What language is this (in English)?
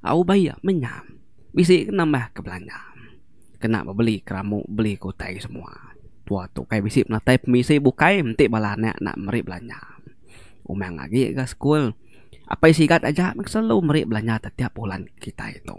Iban